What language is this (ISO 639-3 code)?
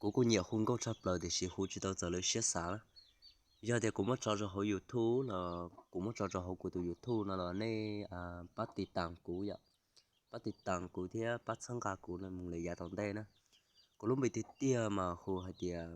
hmn